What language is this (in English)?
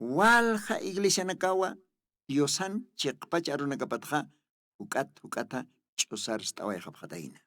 Aymara